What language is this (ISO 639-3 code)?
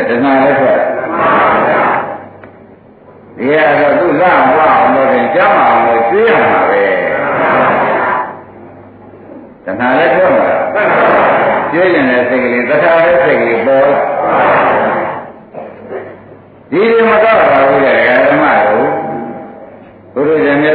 mya